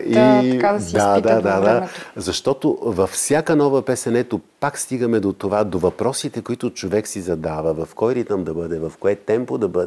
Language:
Bulgarian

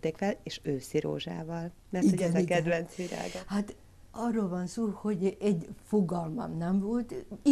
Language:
Hungarian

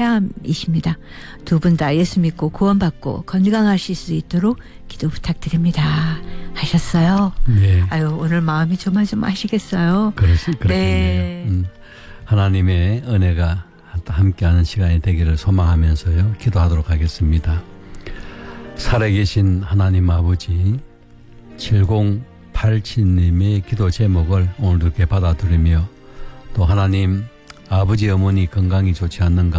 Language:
Korean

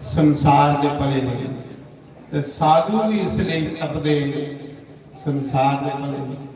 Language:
Dogri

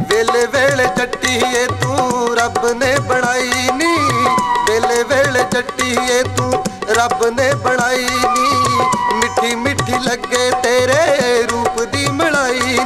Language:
Punjabi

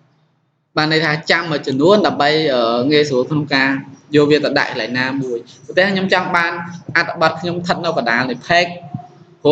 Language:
Khmer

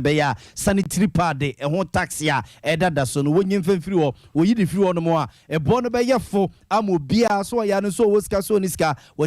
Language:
Akan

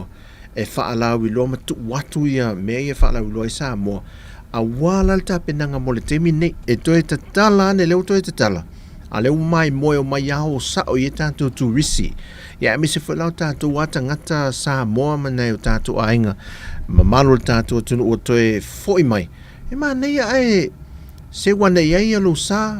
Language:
Samoan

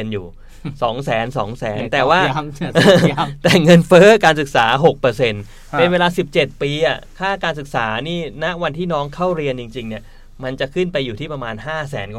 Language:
Thai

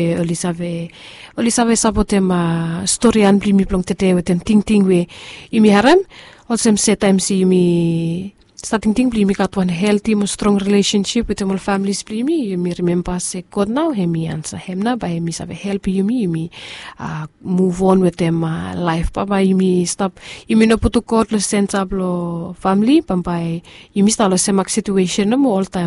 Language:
Bislama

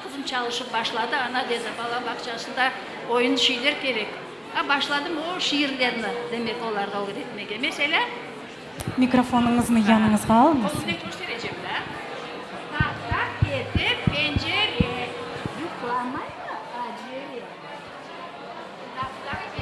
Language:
Crimean Tatar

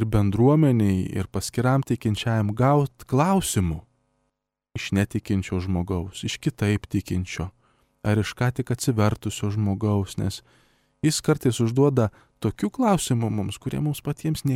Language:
Lithuanian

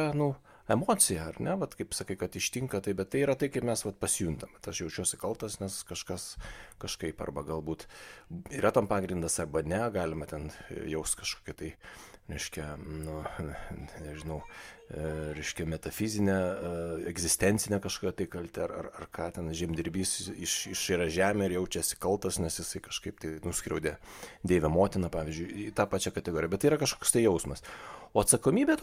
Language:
Lithuanian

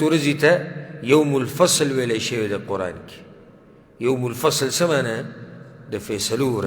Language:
Pashto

